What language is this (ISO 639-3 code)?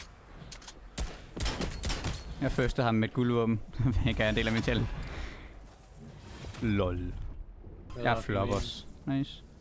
dan